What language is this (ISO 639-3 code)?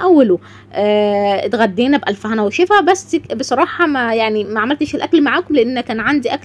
arz